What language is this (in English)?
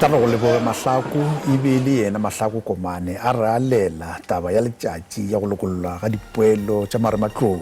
Northern Sotho